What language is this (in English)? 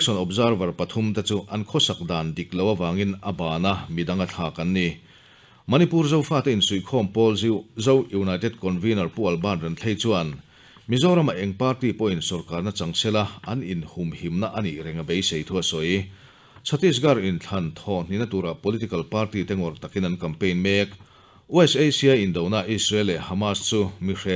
Mizo